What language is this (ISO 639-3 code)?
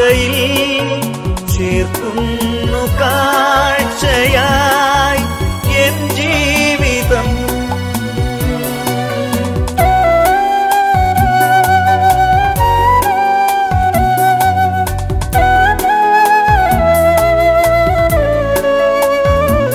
mal